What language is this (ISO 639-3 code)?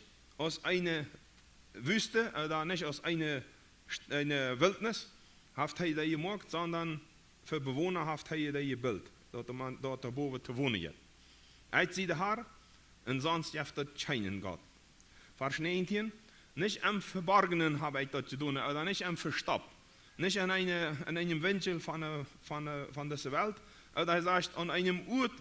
pdt